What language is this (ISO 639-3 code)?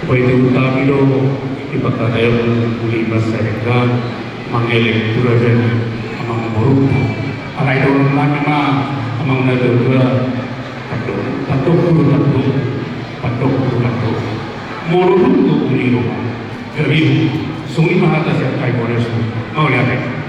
bbc